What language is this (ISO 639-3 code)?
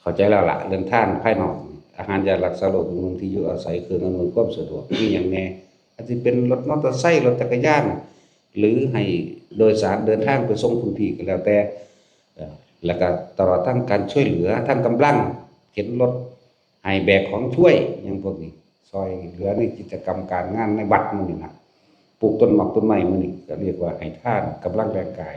lao